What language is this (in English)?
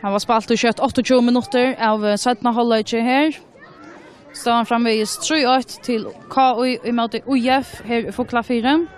Faroese